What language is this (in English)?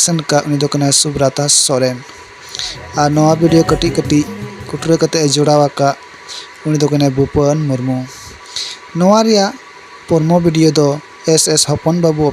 Santali